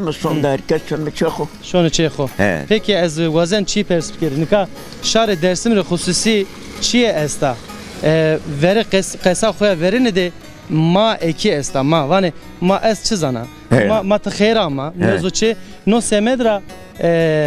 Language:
Zaza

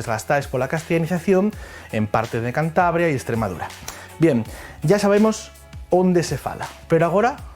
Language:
Asturian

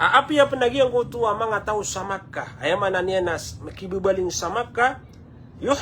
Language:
Maranao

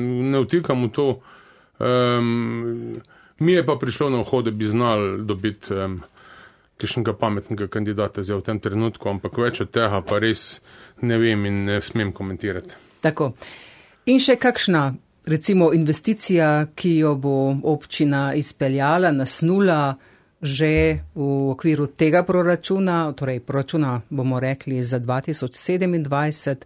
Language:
Slovenian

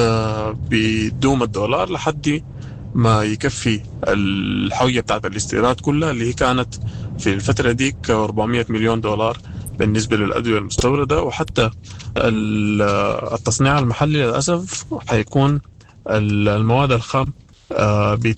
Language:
Sudanese Arabic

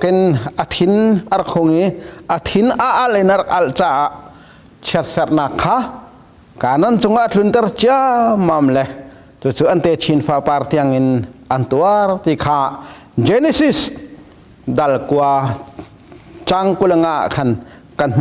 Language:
Hakha Chin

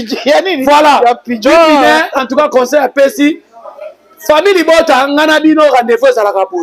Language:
Lingala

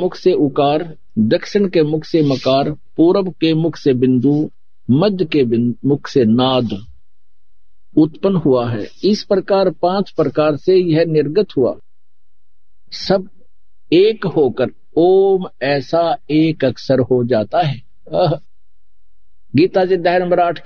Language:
Hindi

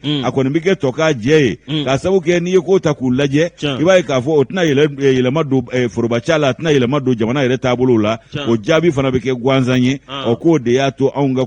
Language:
Bambara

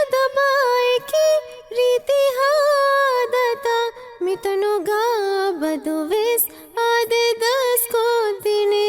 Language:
Divehi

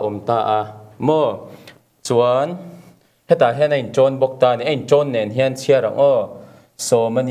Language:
Mizo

